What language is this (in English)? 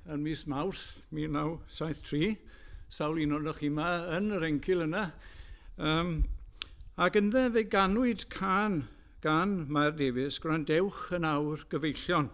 Welsh